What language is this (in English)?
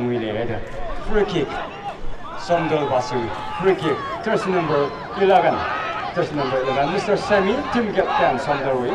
Tangkhul Naga (India)